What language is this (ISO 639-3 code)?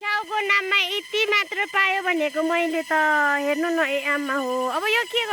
nep